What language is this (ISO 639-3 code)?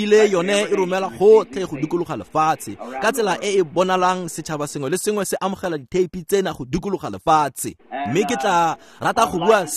tsn